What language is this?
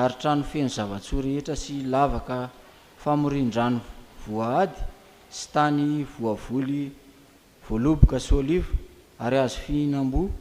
Malagasy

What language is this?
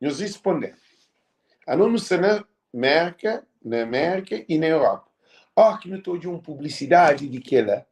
Kabuverdianu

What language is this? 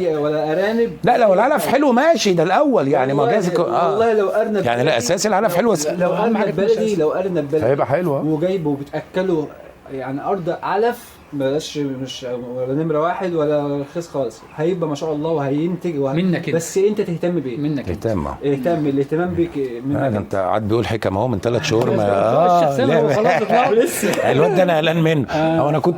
Egyptian Arabic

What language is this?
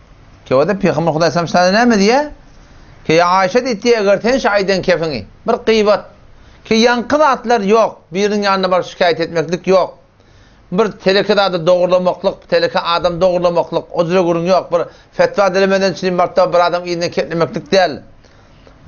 Turkmen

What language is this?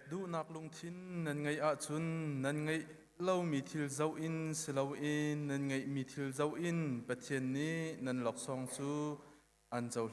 Hakha Chin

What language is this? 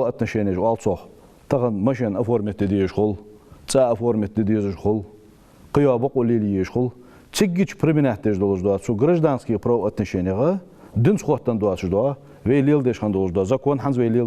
Ingush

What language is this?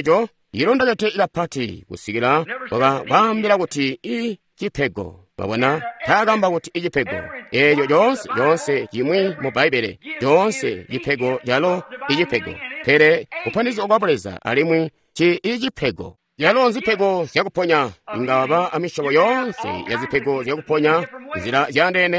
Tonga (Zambia)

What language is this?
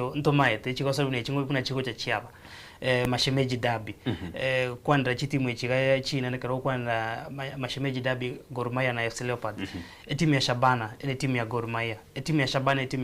Gusii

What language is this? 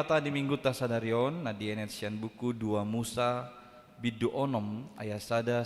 Batak Toba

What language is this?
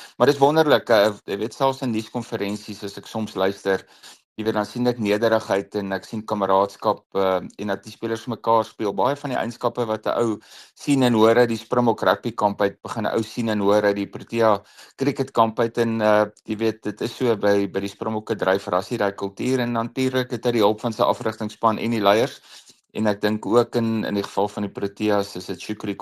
Afrikaans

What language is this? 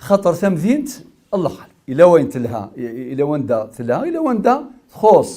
Kabyle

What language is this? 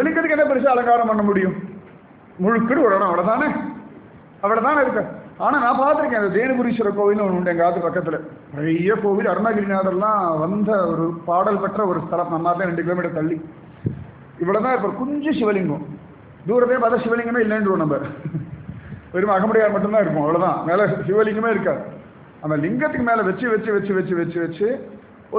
Tamil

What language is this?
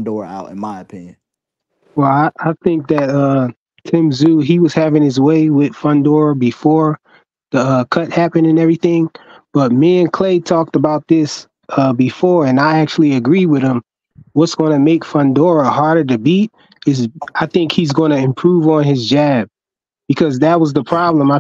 English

